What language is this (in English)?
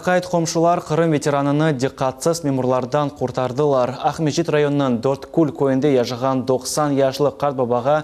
Crimean Tatar